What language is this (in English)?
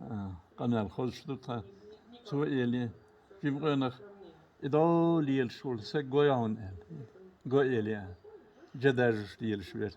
Chechen